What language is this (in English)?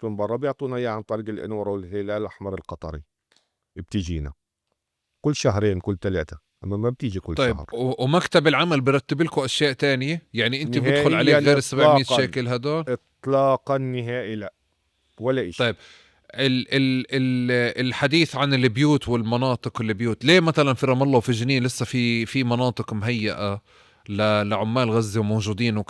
North Levantine Arabic